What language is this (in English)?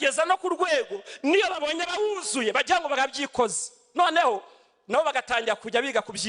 Kinyarwanda